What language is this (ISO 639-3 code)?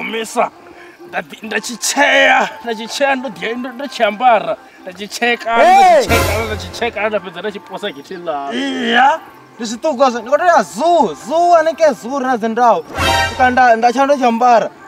ven